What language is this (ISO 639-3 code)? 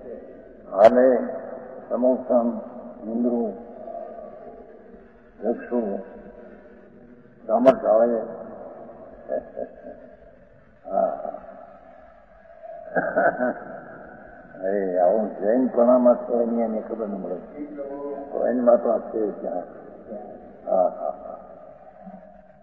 guj